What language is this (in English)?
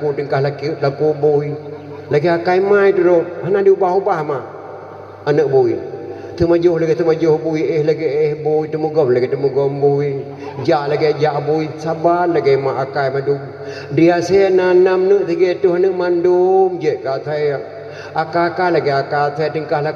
Achinese